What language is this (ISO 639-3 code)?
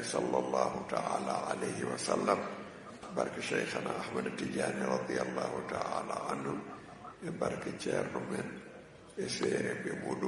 ful